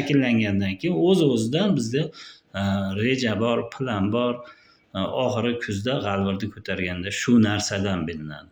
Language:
Uzbek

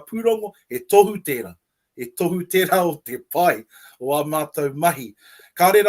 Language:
Māori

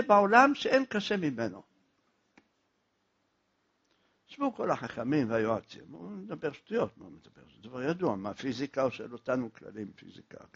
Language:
Hebrew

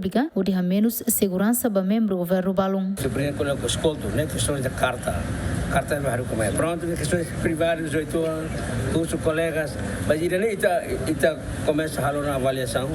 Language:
Tetum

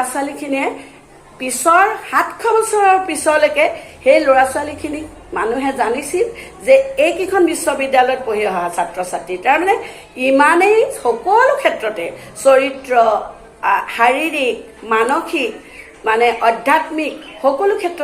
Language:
Assamese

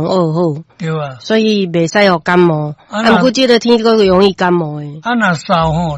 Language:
Min Nan Chinese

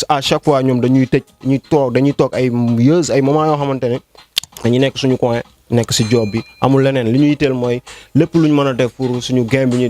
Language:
Wolof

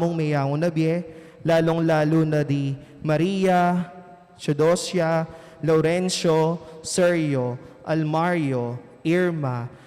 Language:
Pampanga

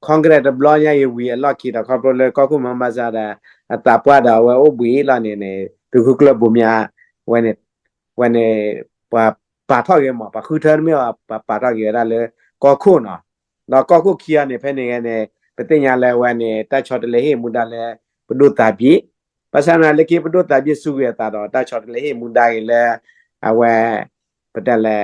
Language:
S'gaw Karen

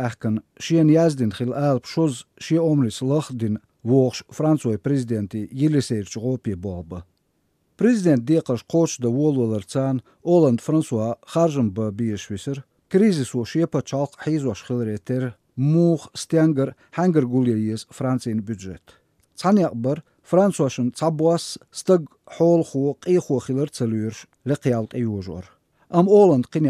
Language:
Chechen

